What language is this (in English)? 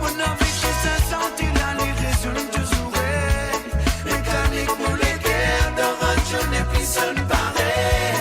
Morisyen